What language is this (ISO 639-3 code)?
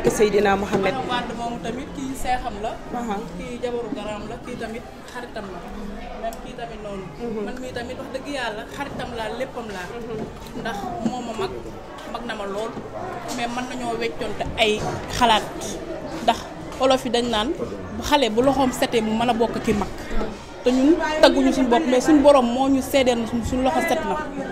wol